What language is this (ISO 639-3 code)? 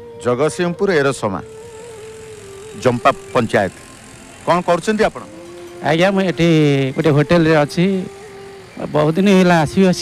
ori